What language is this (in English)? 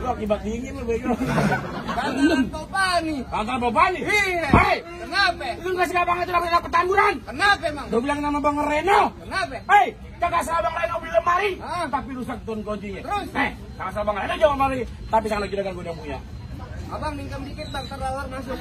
Betawi